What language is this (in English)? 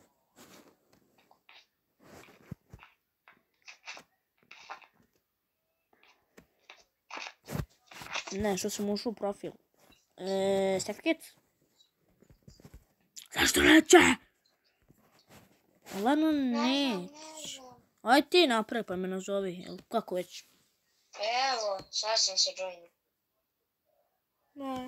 Croatian